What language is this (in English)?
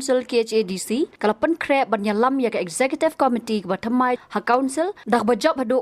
Khasi